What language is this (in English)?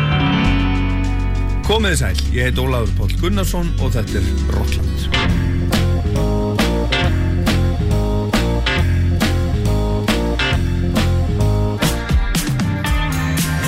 Icelandic